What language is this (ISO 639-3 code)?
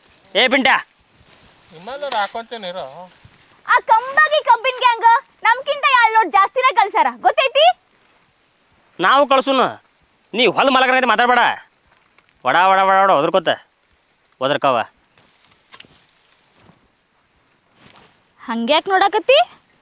kan